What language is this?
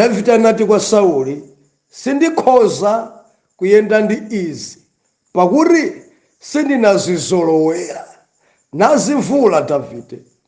Nyanja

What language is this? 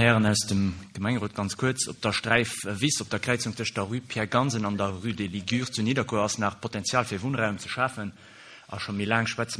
Luxembourgish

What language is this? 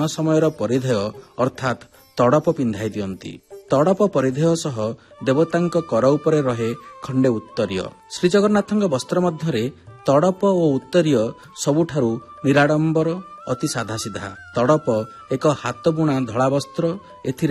Odia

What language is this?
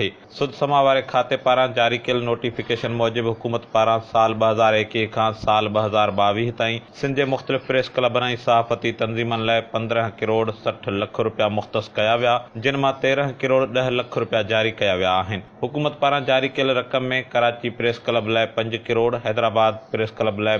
Sindhi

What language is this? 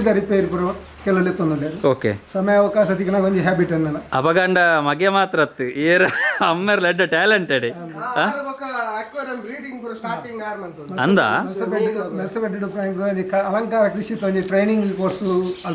Tulu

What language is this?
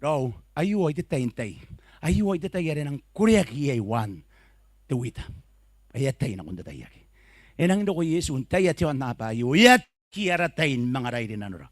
Gilbertese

